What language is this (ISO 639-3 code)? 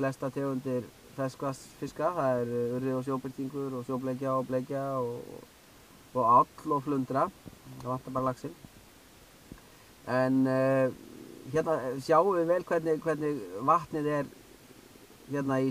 isl